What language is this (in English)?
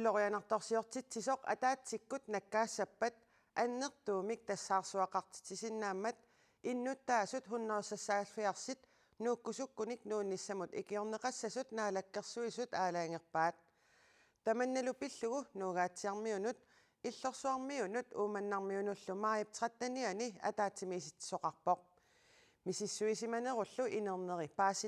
Kalaallisut